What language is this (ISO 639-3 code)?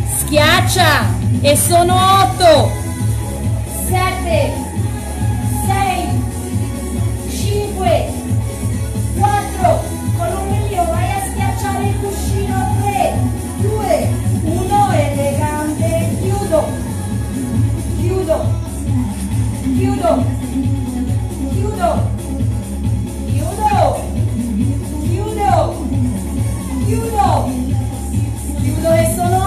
ita